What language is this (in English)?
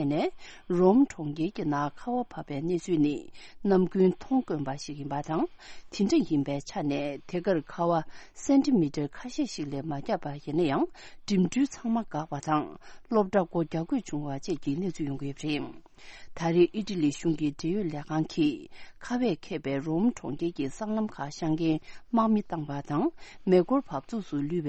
Tibetan